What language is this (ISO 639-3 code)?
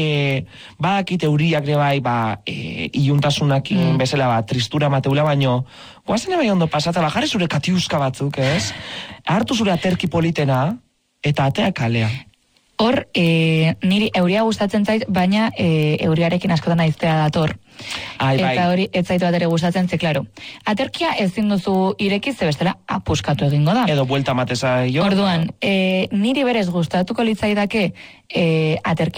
eus